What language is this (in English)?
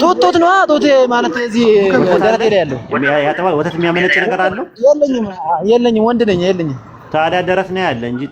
Amharic